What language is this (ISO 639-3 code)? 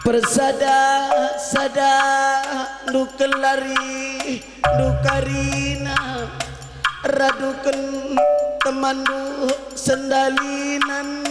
btx